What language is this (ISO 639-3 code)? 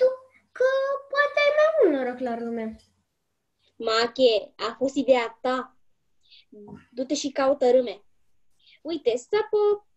ron